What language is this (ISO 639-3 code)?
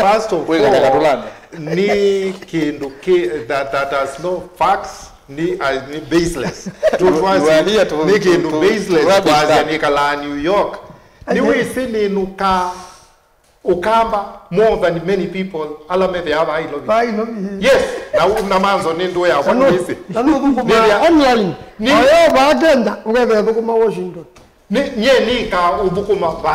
kam